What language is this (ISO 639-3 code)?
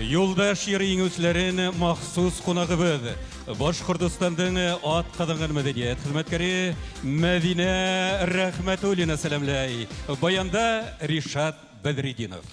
bak